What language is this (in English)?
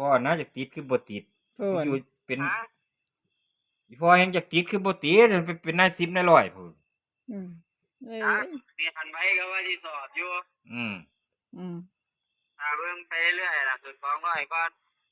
Northeastern Thai